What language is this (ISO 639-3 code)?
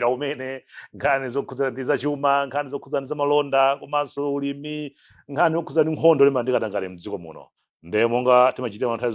nya